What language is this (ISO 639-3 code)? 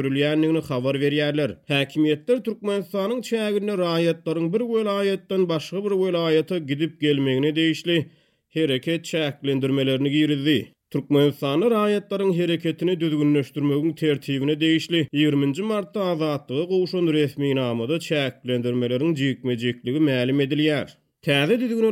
tuk